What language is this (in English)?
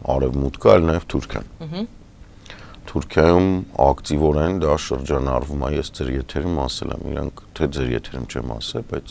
Armenian